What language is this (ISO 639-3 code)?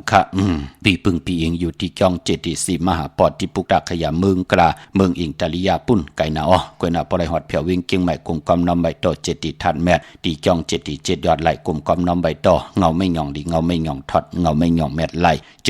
shn